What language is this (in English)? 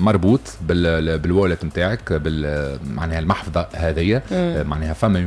Tunisian Arabic